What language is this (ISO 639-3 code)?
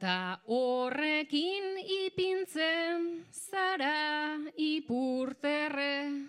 eus